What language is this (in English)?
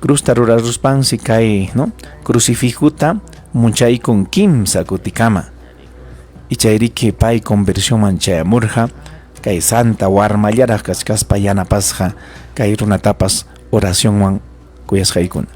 Ayacucho Quechua